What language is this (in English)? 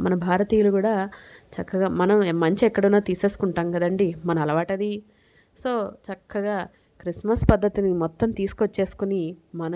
Telugu